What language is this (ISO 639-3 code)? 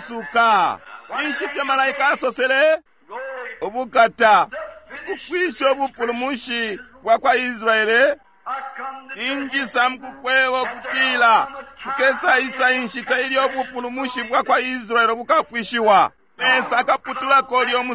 bem